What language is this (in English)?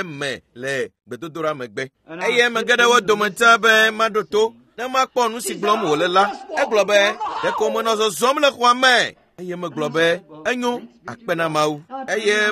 Ewe